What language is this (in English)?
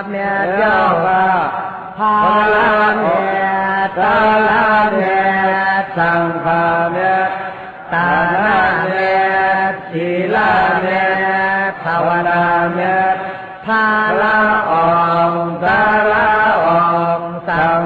Shan